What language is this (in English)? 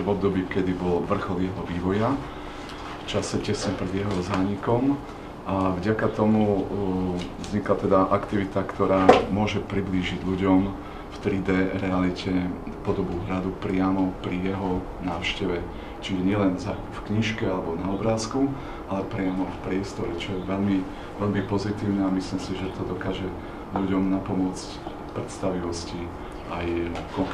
Slovak